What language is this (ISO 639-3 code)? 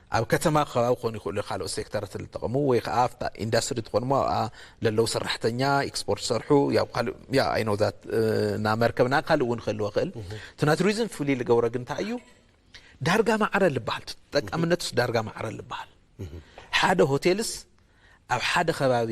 tir